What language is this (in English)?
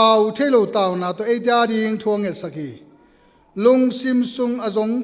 Tedim Chin